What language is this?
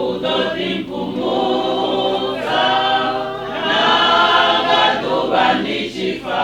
Venda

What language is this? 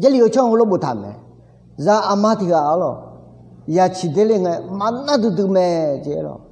Akha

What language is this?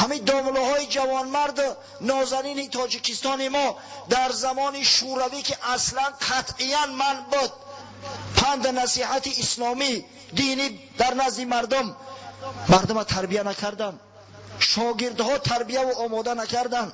Tajik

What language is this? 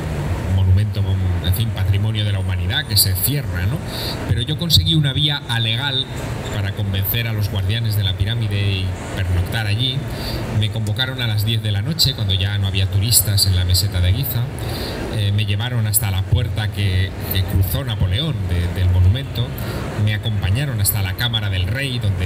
Spanish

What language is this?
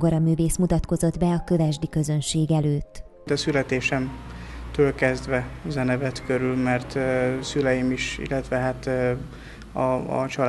Hungarian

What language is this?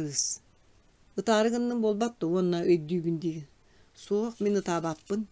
Yakut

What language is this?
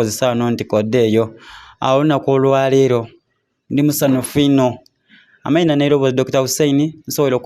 Soga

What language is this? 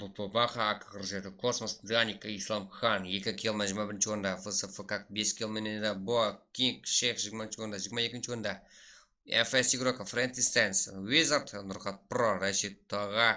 Kara-Kalpak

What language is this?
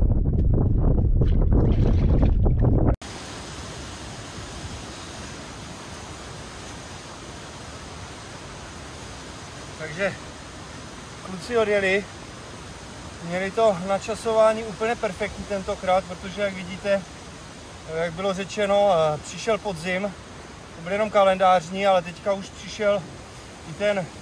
Czech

